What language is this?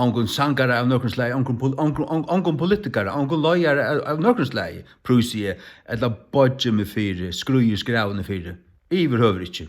Faroese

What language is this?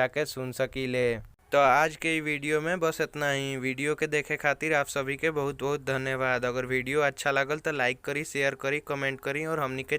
Bhojpuri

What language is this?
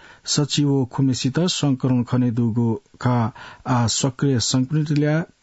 Newari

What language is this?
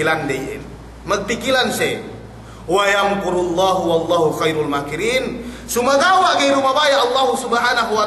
Yakan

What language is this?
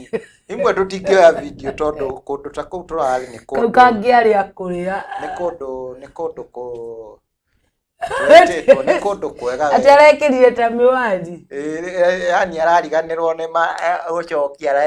Kikuyu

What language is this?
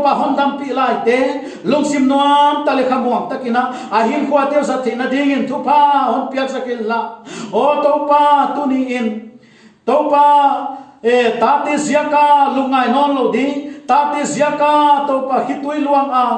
Paite Chin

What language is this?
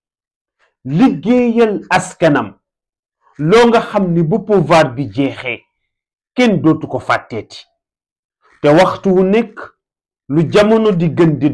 Wolof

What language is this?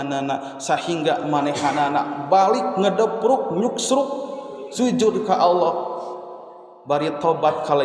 Sundanese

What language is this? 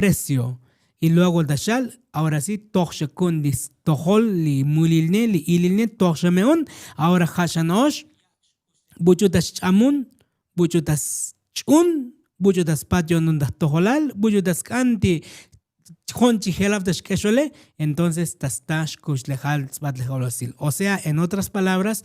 Tzotzil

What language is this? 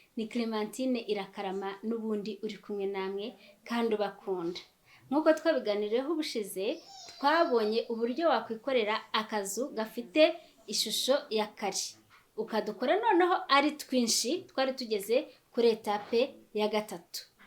Kinyarwanda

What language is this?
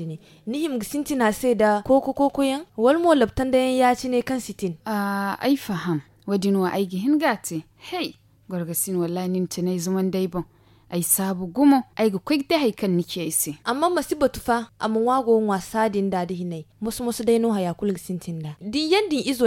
Zarma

